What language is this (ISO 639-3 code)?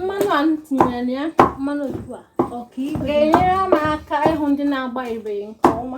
ibo